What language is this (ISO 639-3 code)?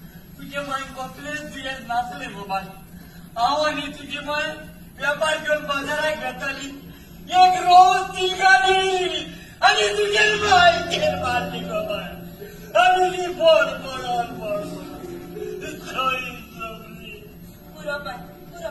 kok